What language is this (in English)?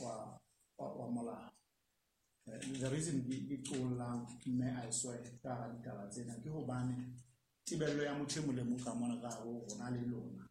Southern Sotho